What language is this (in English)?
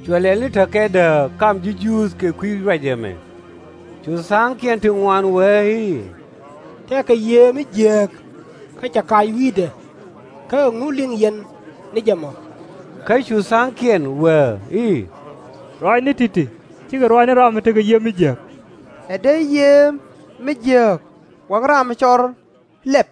Nuer